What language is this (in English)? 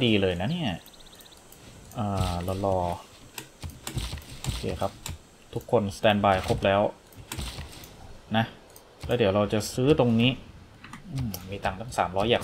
Thai